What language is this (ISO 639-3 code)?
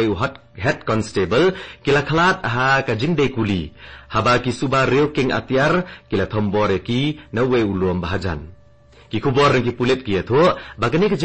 kha